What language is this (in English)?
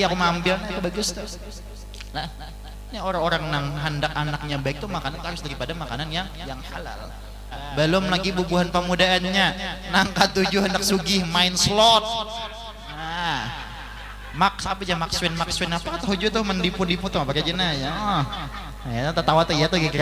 Banjar